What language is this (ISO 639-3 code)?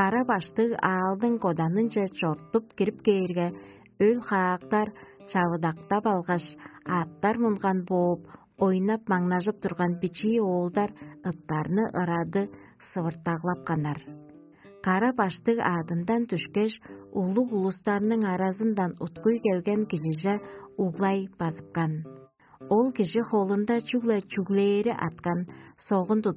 tyv